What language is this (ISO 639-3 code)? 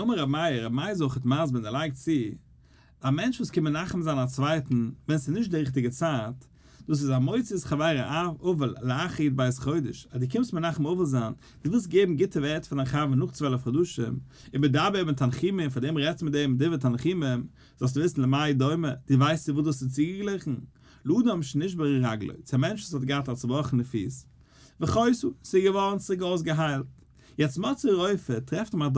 yid